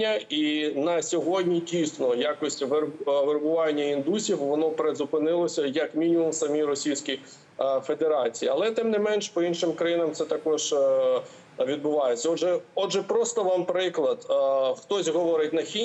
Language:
Ukrainian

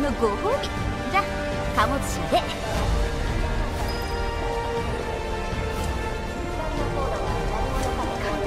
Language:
Japanese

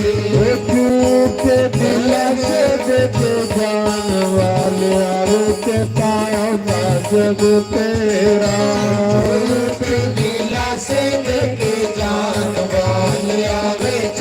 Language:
Dogri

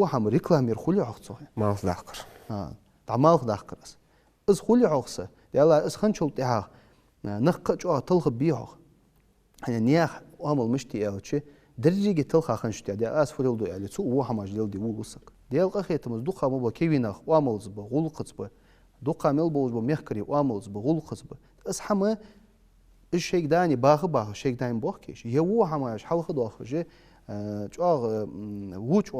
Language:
Ingush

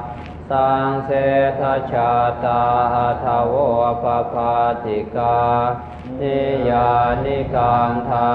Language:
Pali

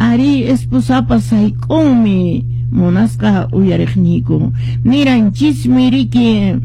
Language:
Quechua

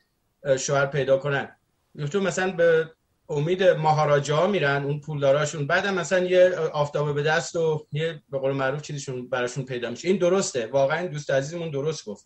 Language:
Persian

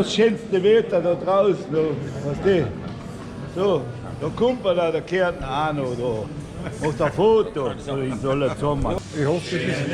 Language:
Bavarian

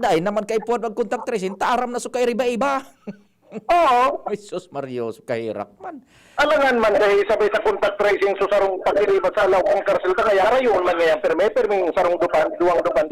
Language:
Bikol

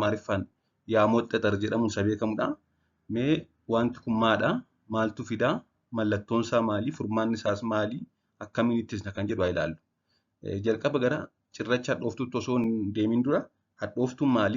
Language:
Oromo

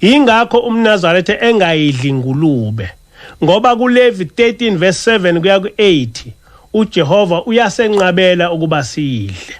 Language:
Zulu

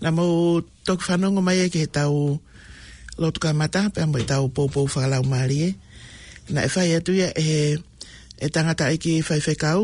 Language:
Tongan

